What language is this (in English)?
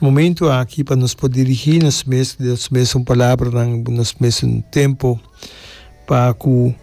Papiamento